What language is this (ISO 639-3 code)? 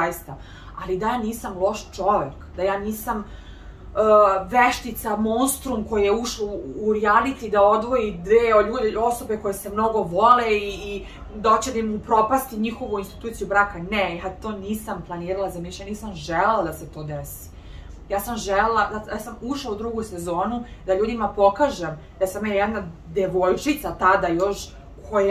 srp